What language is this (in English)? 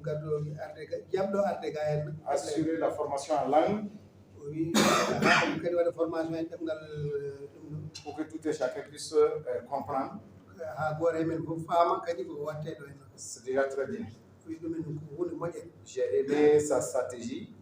Fula